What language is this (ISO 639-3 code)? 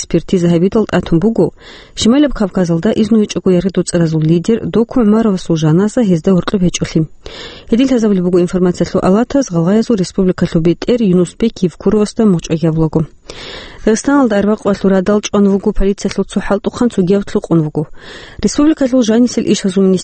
ava